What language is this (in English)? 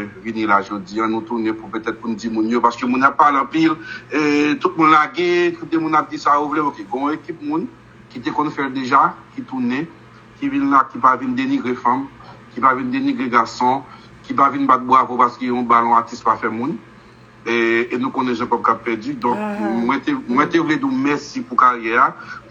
Haitian Creole